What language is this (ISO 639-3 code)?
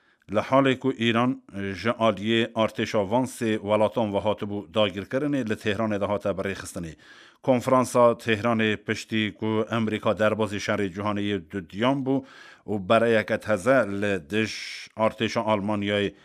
kur